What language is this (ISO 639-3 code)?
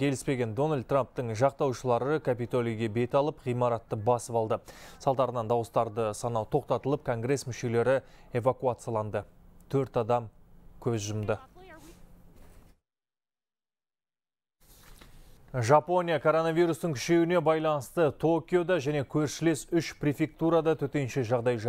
kaz